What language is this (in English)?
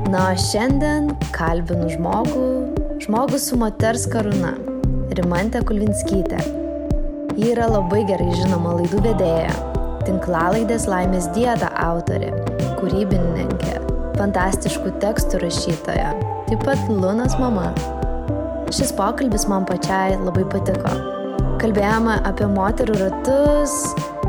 Lithuanian